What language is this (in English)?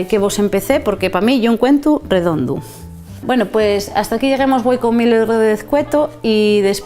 Asturian